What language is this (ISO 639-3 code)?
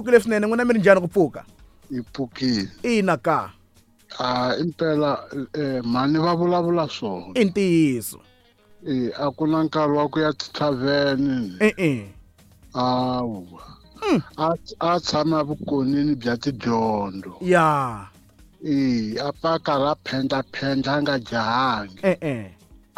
tso